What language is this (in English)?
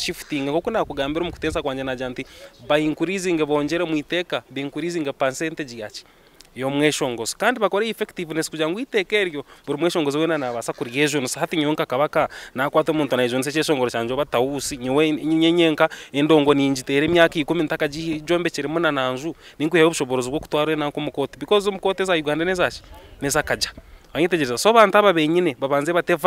Nyankole